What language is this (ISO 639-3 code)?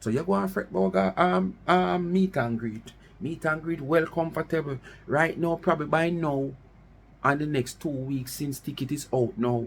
jam